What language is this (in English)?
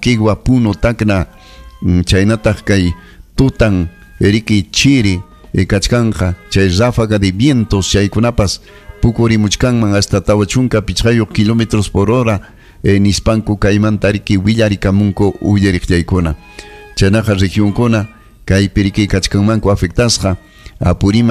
Ayacucho Quechua